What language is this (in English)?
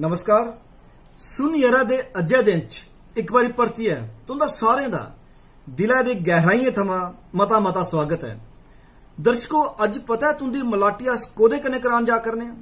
Dogri